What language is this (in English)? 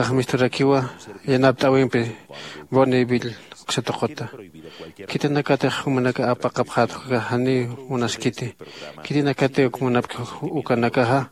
Aymara